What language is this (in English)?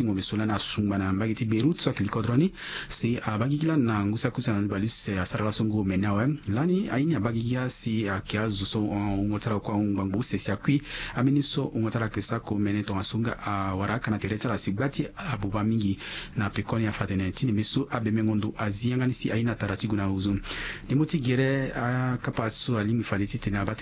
Sango